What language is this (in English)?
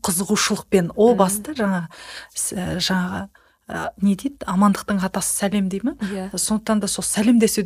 Kazakh